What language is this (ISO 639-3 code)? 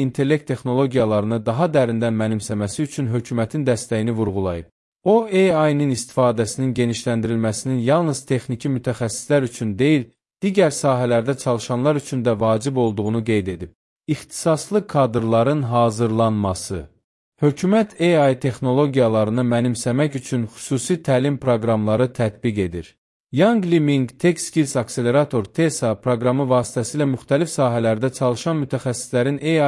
aze